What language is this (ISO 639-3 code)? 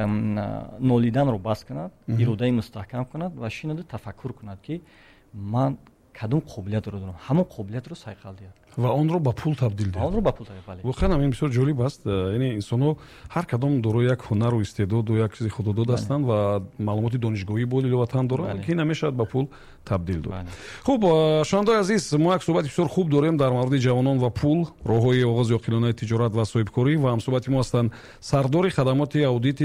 tgk